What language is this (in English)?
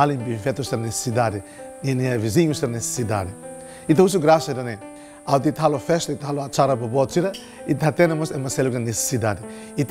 Tetum